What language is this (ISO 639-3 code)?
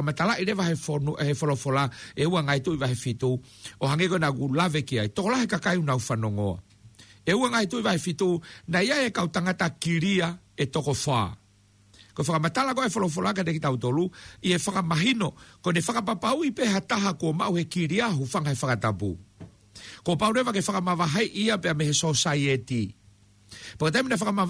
ton